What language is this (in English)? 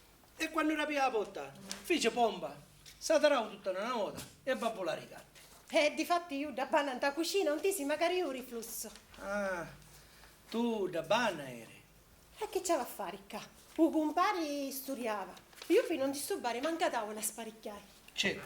Sicilian